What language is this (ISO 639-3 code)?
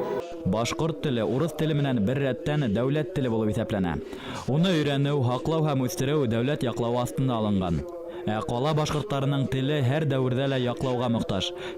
bak